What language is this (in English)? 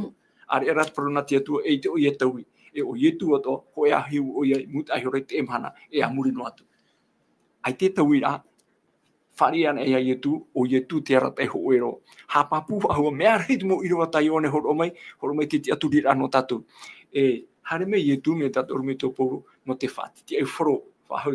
Tahitian